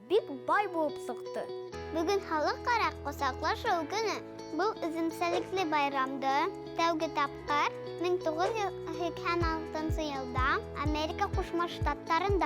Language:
Bashkir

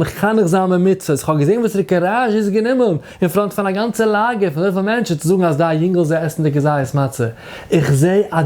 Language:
Yiddish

